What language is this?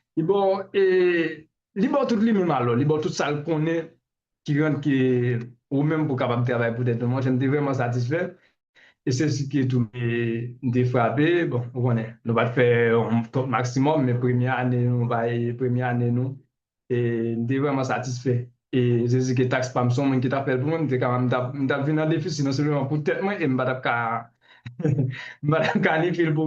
Haitian Creole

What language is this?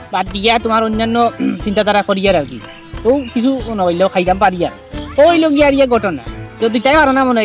Sylheti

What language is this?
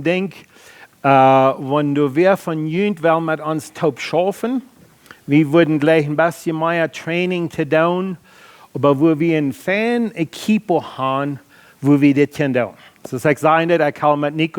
Plautdietsch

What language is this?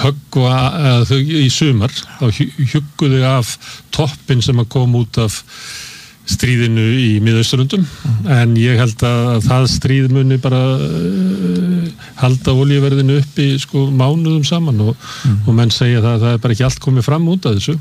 Icelandic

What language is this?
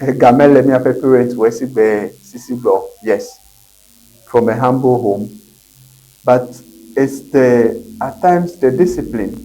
Ewe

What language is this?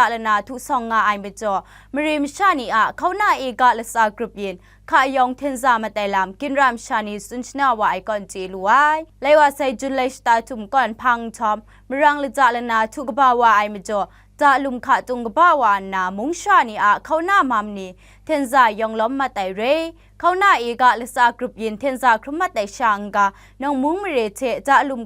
Kachin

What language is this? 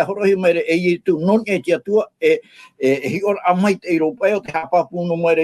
Tahitian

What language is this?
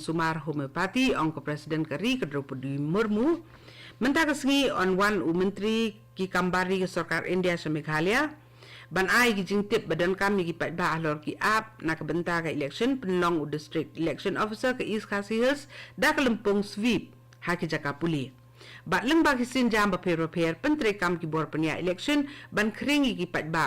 Khasi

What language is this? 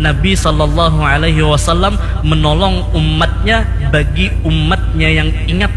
Banjar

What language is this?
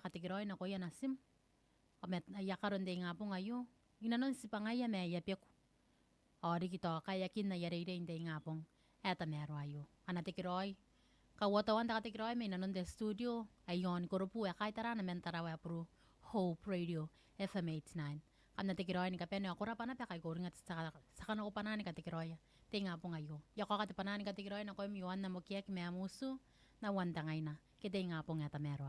Gilbertese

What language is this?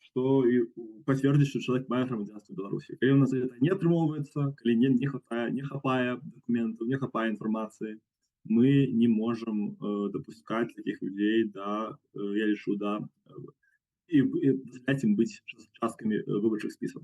Belarusian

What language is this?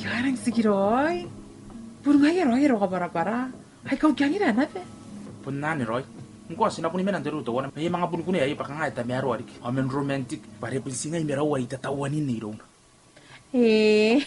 Gilbertese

